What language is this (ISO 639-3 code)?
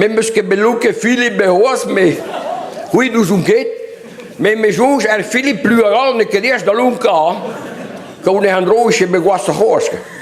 bre